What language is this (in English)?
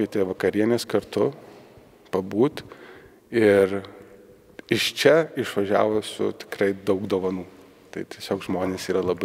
Lithuanian